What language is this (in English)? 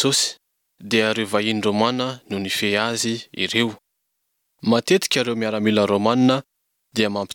Malagasy